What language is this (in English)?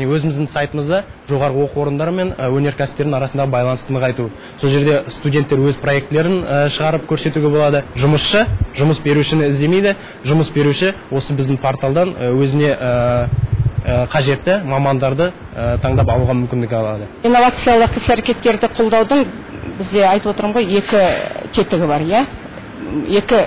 Kazakh